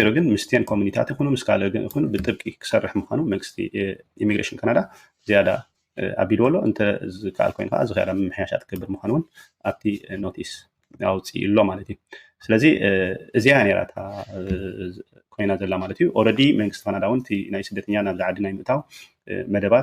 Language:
Tigrinya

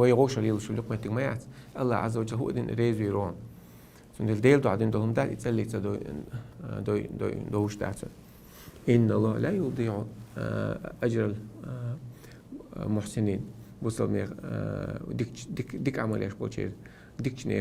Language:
Chechen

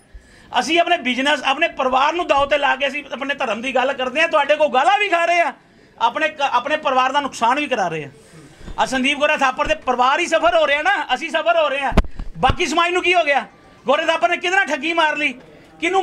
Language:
Punjabi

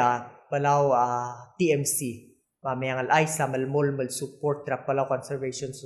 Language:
Palauan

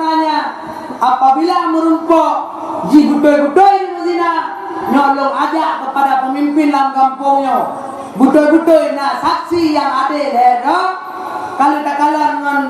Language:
Achinese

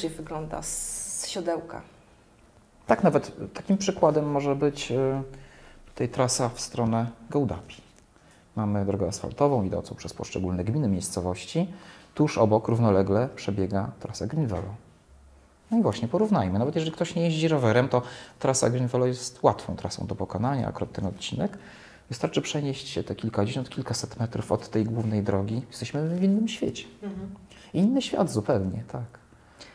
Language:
Polish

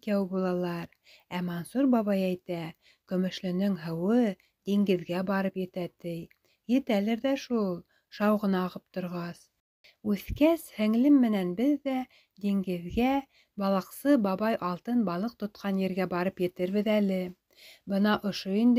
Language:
Bashkir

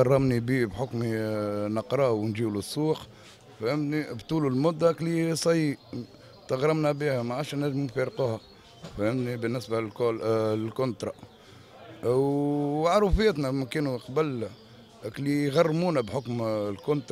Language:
Tunisian Arabic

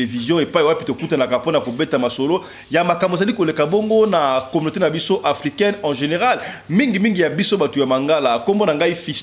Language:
Lingala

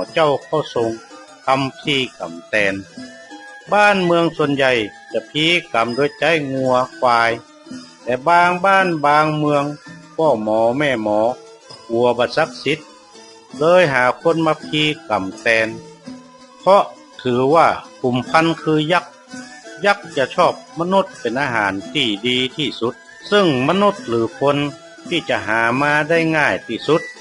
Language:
Northern Thai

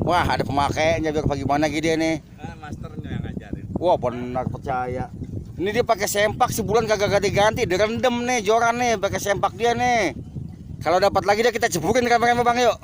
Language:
Betawi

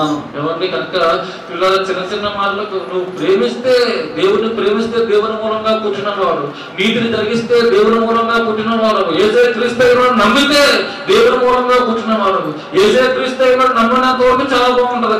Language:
Telugu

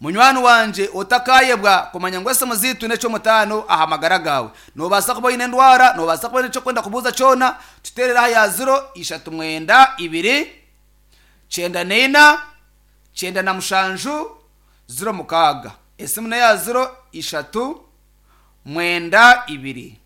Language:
Nyankole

